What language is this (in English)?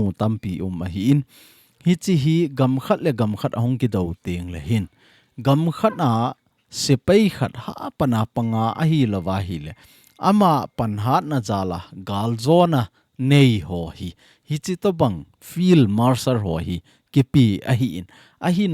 Thado Chin